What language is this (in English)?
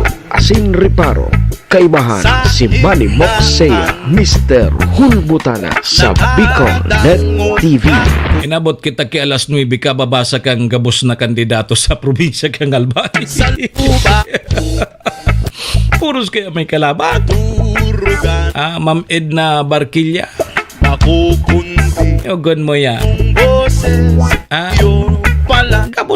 Bikol